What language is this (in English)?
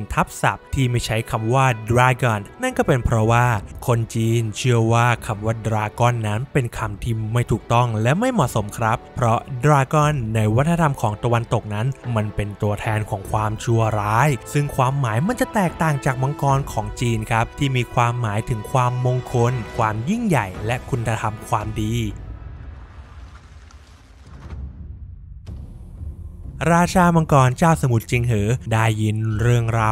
Thai